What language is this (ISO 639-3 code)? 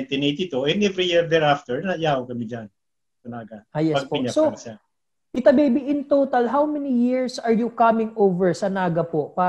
bik